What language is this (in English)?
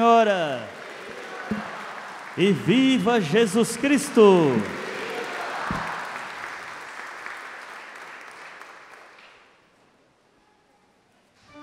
Portuguese